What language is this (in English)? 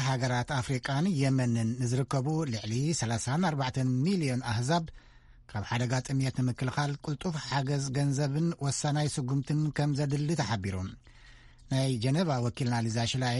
Tigrinya